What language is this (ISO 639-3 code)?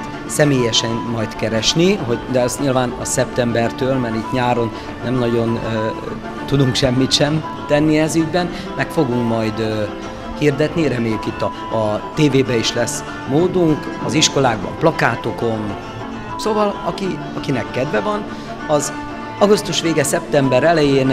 hun